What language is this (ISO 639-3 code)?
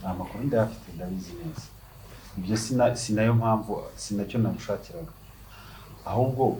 kin